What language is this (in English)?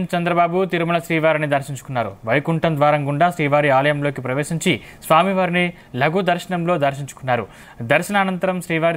Telugu